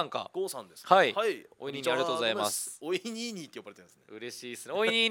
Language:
Japanese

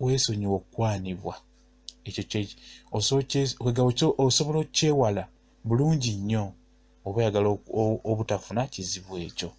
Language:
Ganda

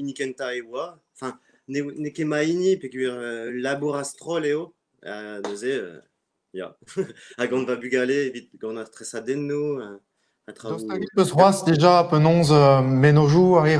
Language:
Breton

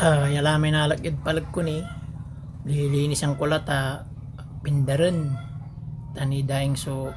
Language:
Pangasinan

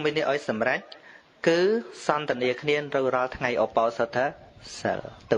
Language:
Khmer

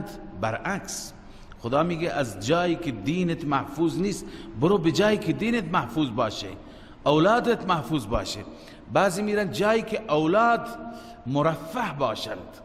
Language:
Persian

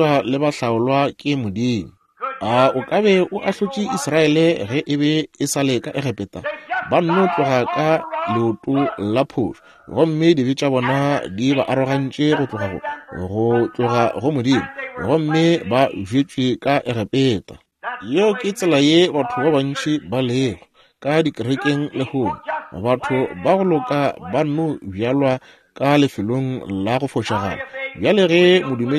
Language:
Northern Sotho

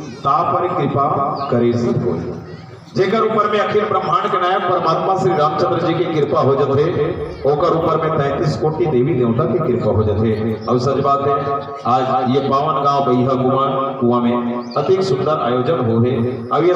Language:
Chhattisgarhi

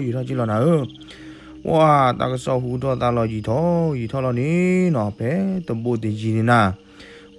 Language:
S'gaw Karen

